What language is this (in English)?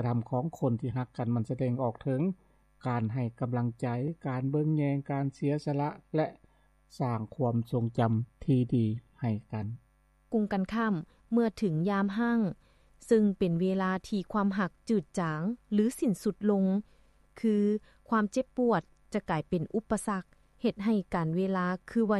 Lao